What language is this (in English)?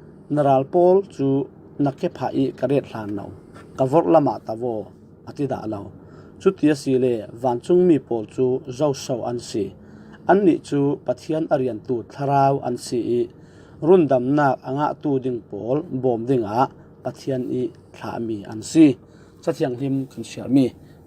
Falam Chin